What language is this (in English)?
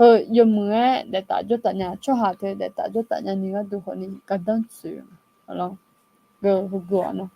Akha